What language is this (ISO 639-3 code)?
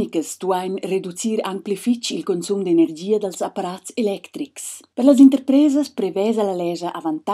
roh